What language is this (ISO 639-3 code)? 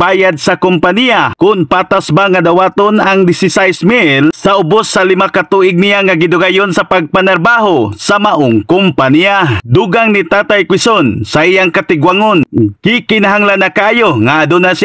ceb